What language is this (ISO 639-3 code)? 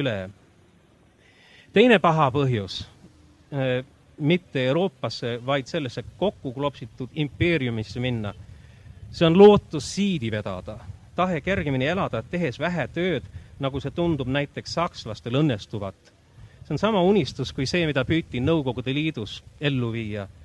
est